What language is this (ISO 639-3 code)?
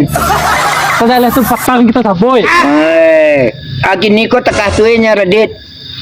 min